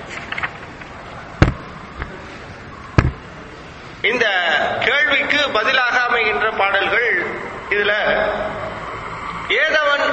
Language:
Tamil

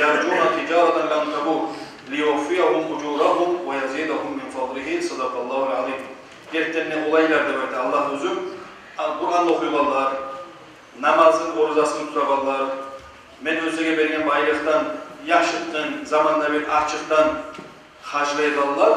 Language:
Kumyk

